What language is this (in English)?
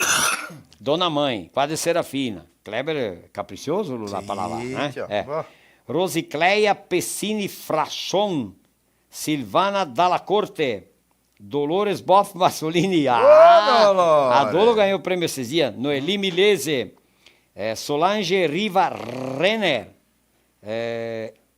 Venetian